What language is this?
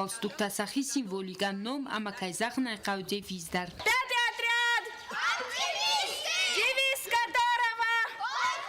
Ossetic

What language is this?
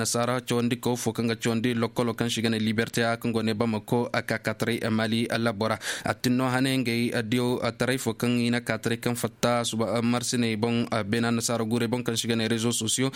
Koyraboro Senni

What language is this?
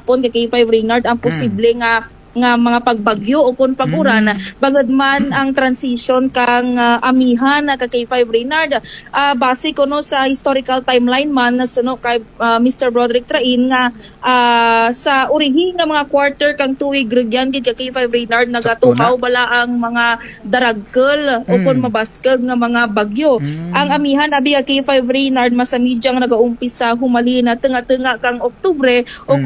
Kinaray-a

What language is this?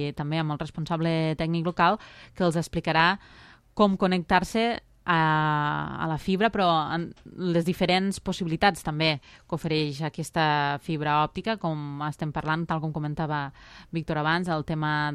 Catalan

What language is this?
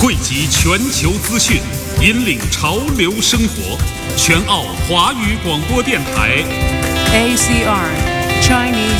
Chinese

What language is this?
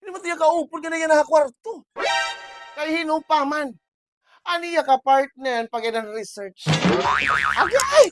Waray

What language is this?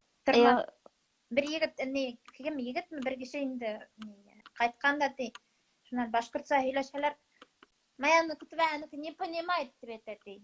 Bashkir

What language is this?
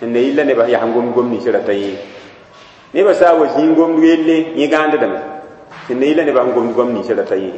Mossi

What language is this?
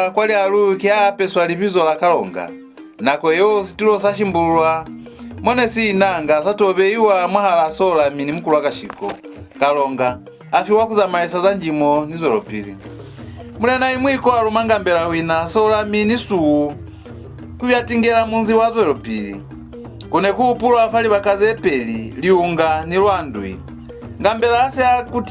Lozi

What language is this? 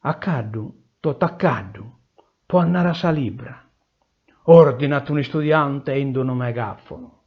Sardinian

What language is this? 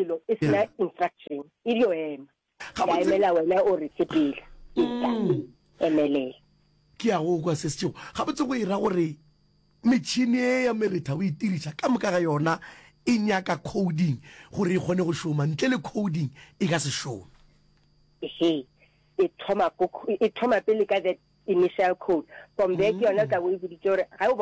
Northern Sotho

